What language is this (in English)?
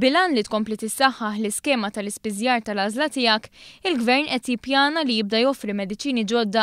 Maltese